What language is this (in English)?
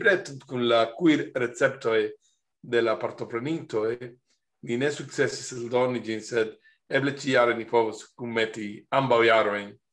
Esperanto